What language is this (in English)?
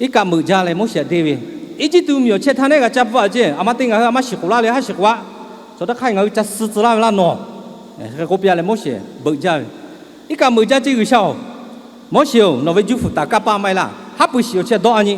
Lahu